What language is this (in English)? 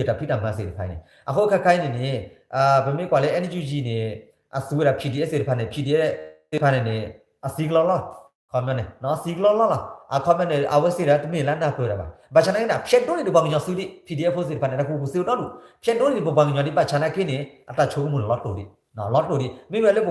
S'gaw Karen